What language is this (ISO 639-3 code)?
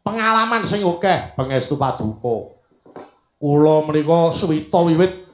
jav